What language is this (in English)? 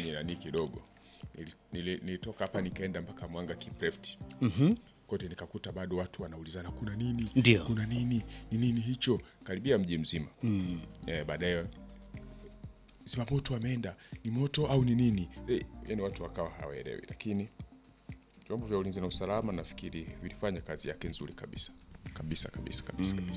Swahili